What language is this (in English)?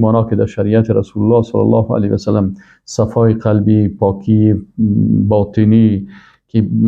Persian